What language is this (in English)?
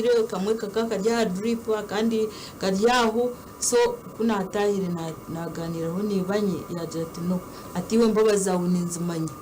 Nyankole